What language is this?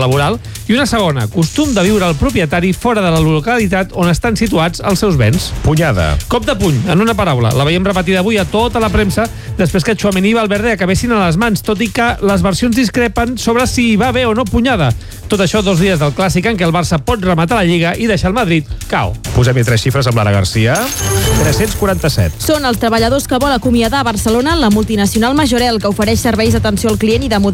Catalan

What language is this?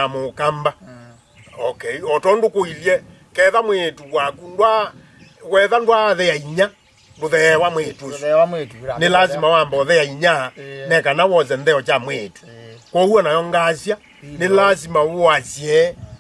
Kamba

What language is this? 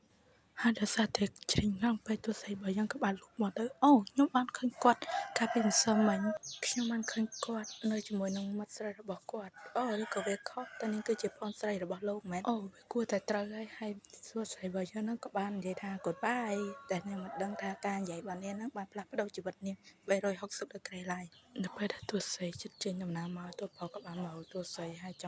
Khmer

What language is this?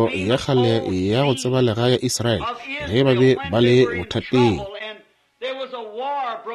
Northern Sotho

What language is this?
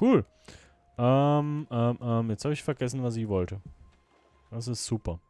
Swiss German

